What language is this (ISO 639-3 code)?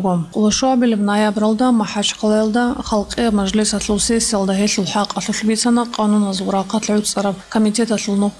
ava